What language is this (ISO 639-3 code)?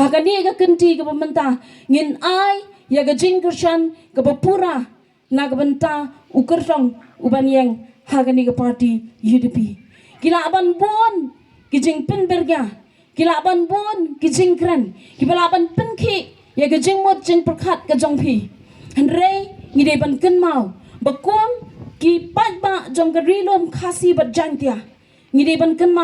kha